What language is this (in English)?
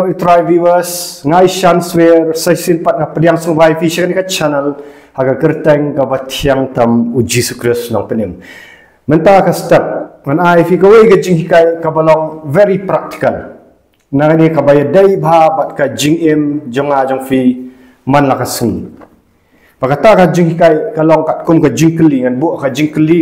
Khasi